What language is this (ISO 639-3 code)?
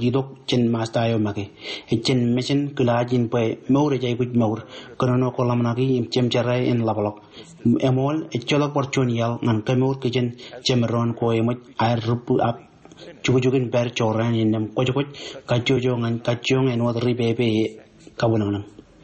mah